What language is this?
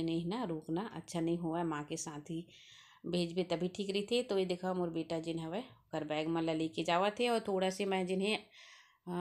Chhattisgarhi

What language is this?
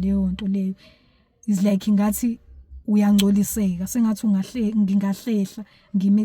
Zulu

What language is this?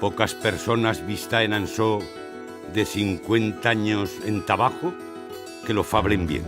Aragonese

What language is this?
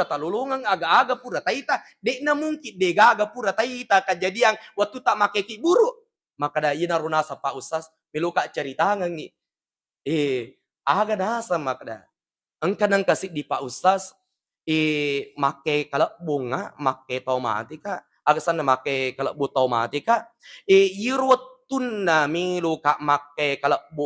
Buginese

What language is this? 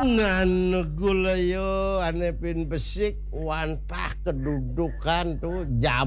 Balinese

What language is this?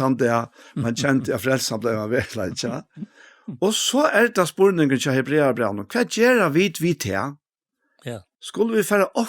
Faroese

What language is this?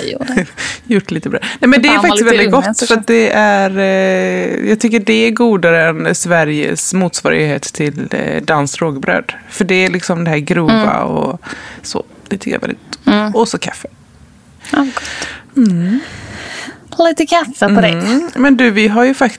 Swedish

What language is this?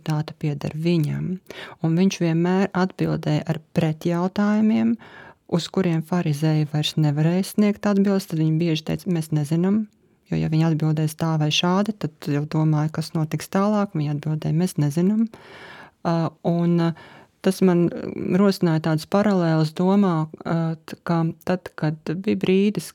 Latvian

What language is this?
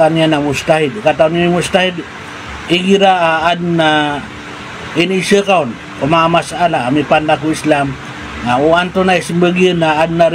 Maranao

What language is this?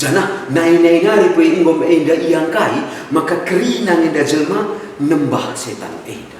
Batak Karo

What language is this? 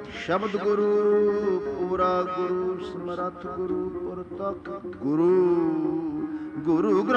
Punjabi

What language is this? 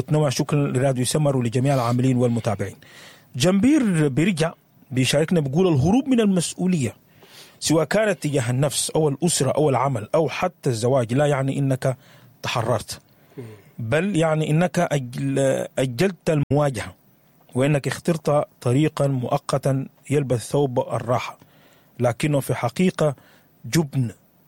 Sudanese Arabic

